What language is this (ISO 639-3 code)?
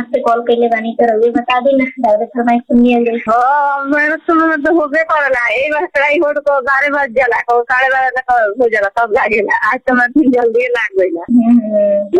bho